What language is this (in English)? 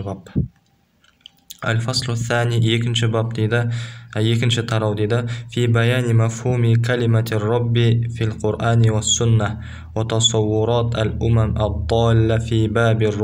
Kazakh